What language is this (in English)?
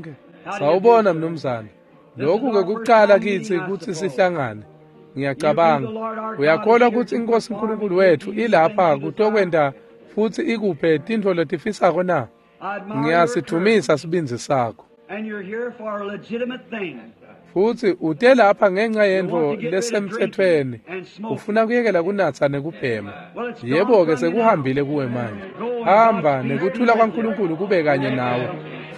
Swati